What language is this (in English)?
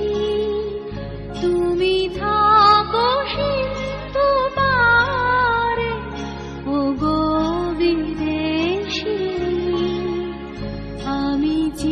Bangla